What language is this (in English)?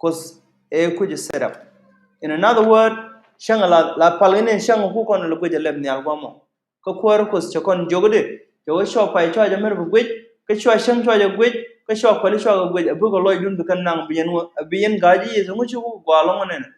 Nuer